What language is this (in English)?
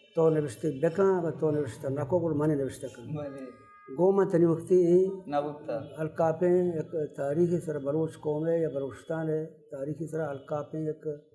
Baluchi